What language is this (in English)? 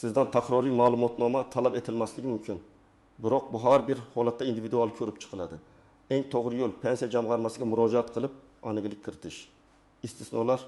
Uzbek